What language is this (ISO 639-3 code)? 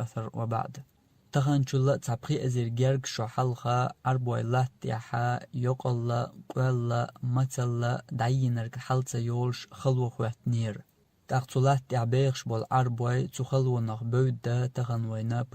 che